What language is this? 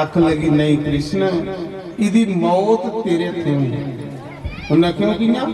Dogri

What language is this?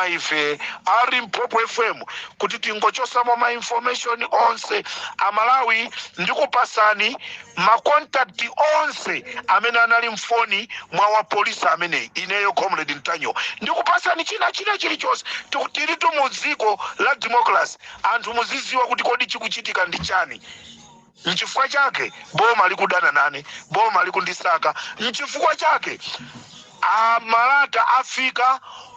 Nyanja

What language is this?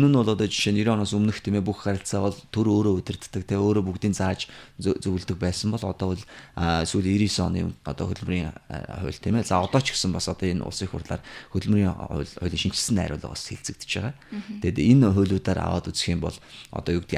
Mongolian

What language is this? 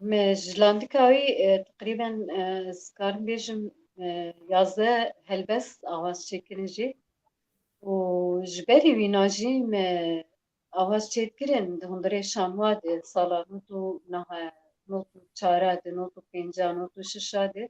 Kurdish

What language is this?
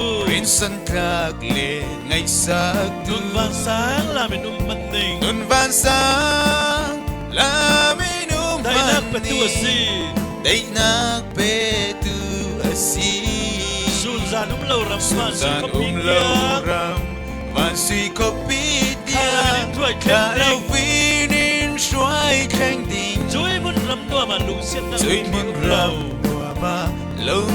Falam Chin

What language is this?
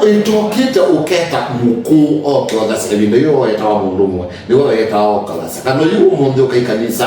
Kamba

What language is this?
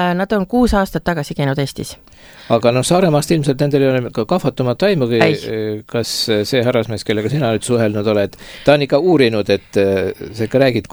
Estonian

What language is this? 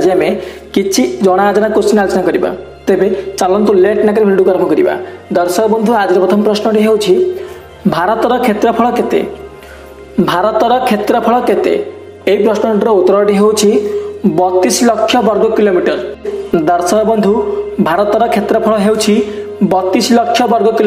Odia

